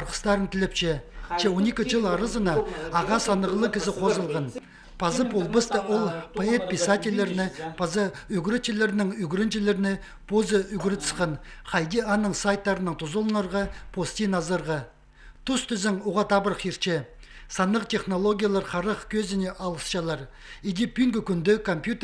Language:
Khakas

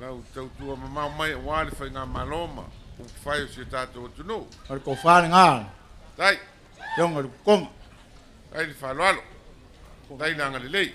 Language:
Samoan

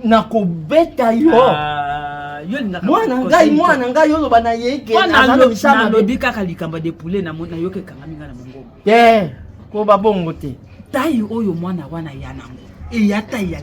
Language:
Lingala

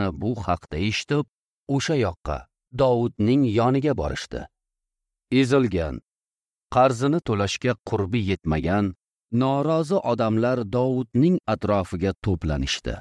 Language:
Uzbek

